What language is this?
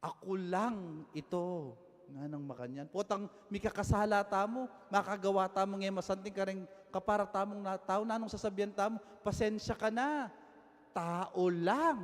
Pampanga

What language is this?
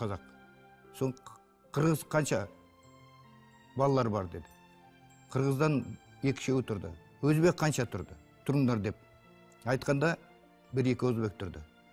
Kazakh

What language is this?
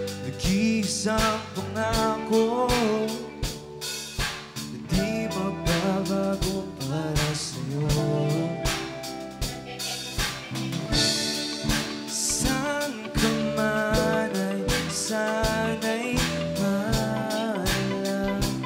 Filipino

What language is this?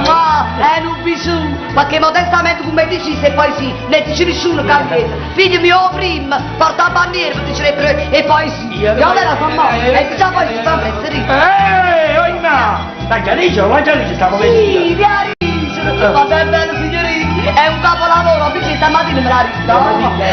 Neapolitan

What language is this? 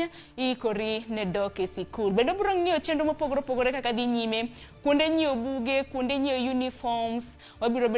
Luo (Kenya and Tanzania)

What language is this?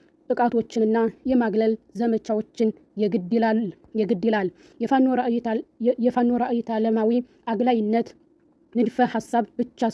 Amharic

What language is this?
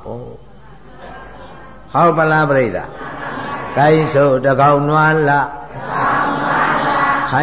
Burmese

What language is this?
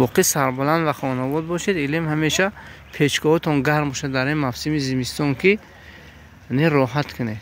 Tajik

